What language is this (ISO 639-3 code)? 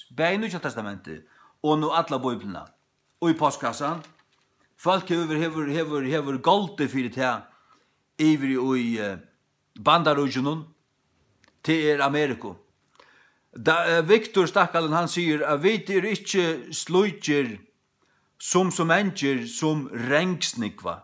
fao